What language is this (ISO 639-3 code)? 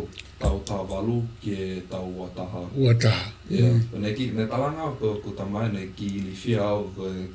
ton